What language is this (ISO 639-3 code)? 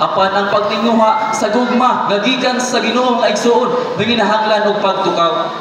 ceb